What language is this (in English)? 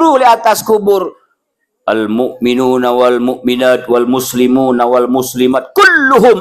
Sasak